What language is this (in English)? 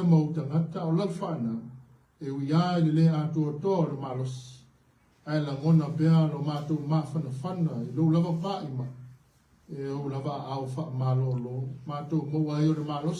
Samoan